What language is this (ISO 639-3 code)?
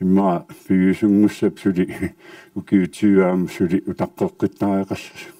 kal